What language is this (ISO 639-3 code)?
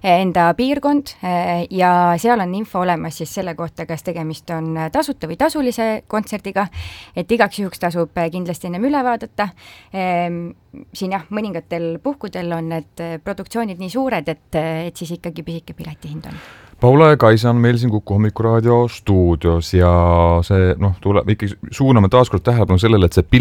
est